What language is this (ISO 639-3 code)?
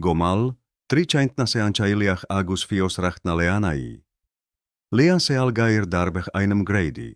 gle